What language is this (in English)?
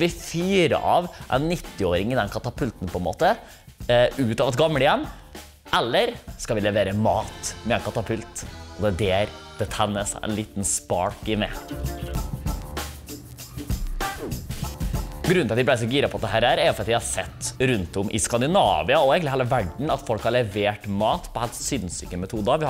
Norwegian